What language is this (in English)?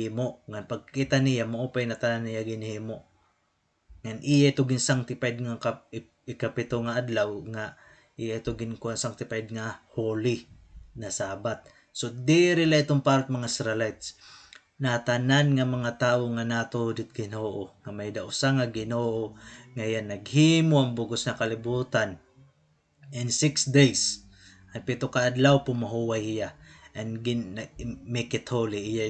Waray